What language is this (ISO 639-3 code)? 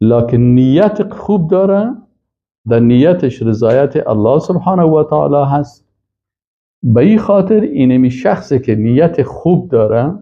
fas